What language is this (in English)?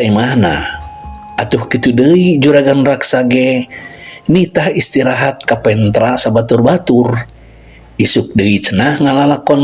Sundanese